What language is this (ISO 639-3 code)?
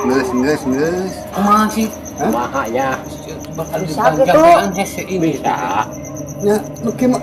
sun